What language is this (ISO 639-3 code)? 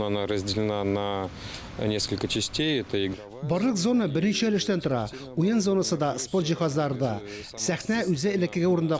tat